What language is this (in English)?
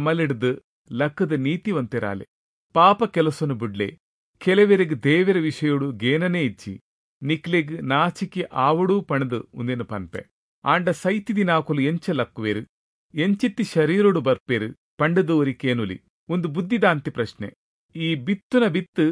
Tulu